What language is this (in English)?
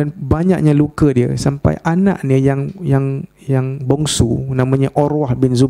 Malay